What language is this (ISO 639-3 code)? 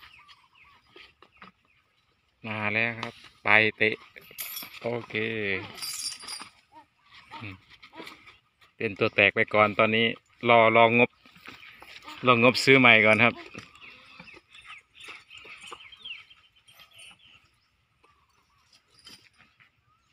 tha